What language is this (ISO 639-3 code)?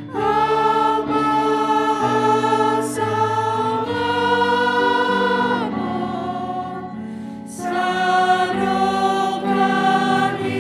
bts